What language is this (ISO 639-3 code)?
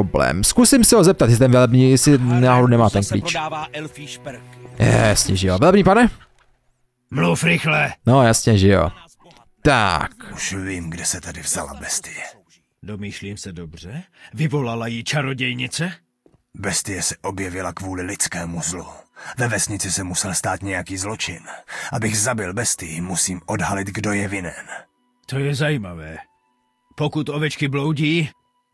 ces